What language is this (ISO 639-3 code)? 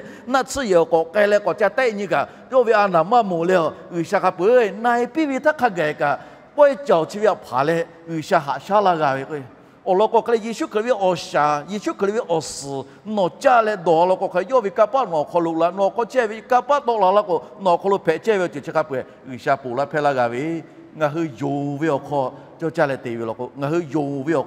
lhu